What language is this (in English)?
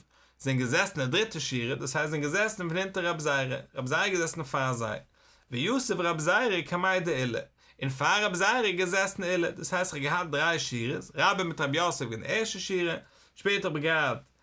Yiddish